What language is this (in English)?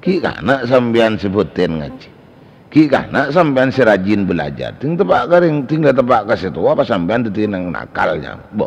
Madurese